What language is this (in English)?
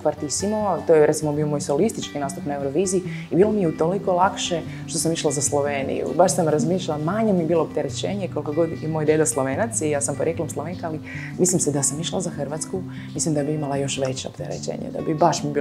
Croatian